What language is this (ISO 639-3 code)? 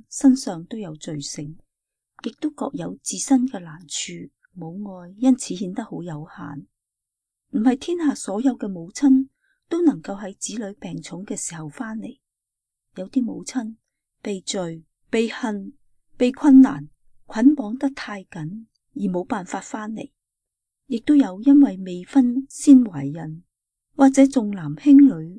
yue